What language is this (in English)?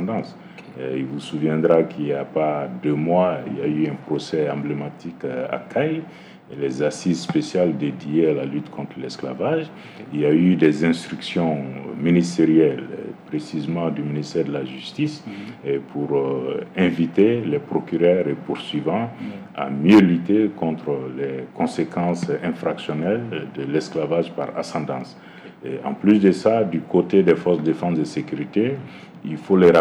French